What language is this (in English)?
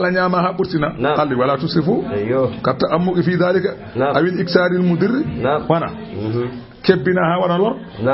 Fula